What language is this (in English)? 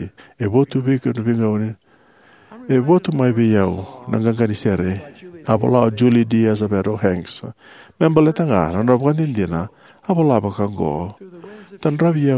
Fijian